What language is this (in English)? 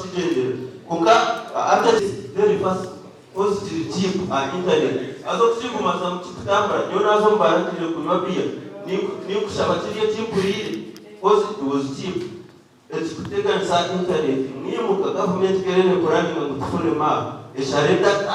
Nyankole